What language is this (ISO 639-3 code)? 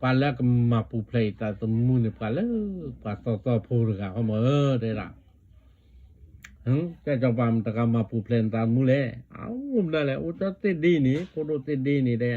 ksw